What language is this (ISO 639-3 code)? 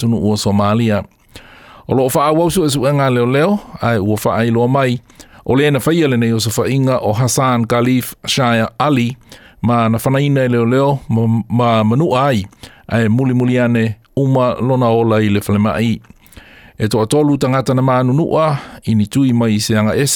smo